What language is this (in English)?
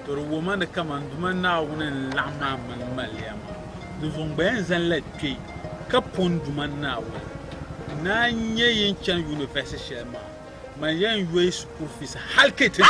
Dagbani